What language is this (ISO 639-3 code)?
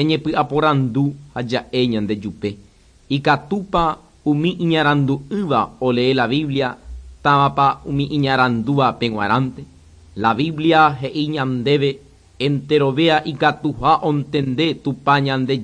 grn